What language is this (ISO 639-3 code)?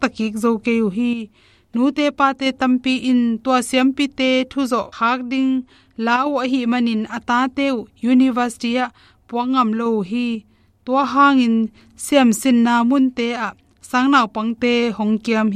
ctd